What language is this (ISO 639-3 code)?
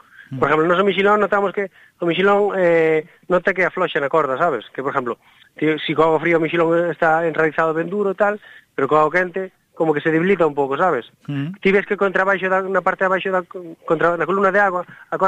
glg